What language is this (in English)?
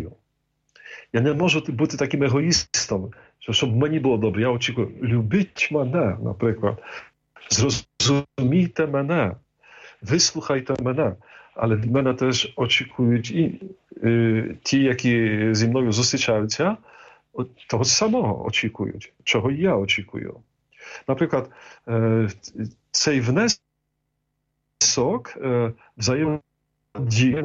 Ukrainian